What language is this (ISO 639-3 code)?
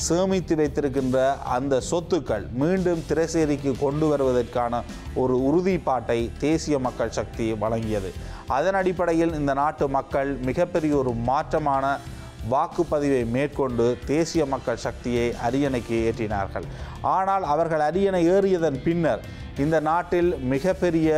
tam